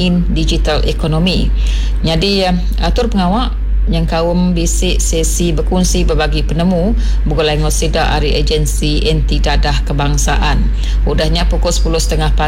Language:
Iban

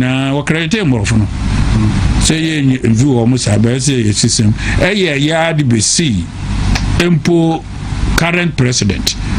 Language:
Akan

